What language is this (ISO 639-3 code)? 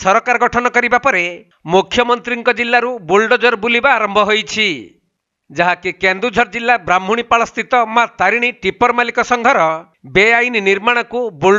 ori